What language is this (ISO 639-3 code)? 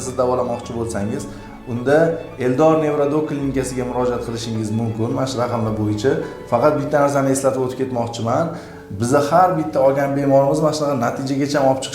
uzb